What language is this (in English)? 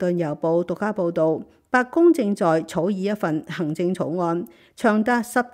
Cantonese